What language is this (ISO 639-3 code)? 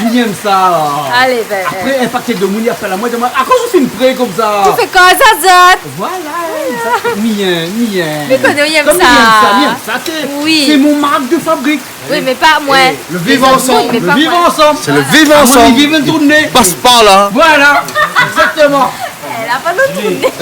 rcf